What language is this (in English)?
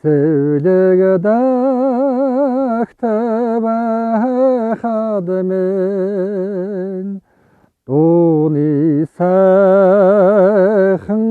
Mongolian